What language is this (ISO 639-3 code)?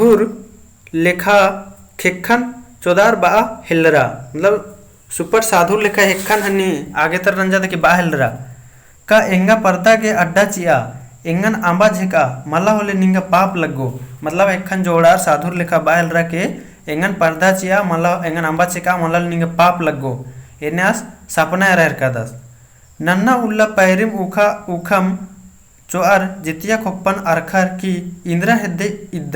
kru